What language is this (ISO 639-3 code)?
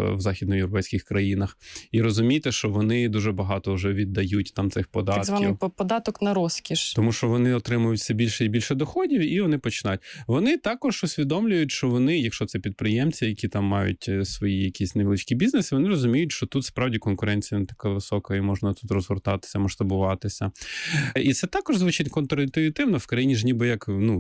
ukr